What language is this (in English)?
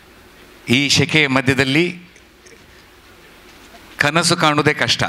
Kannada